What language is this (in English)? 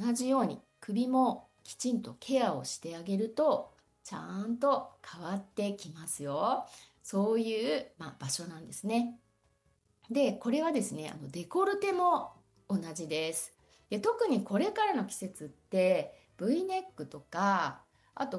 Japanese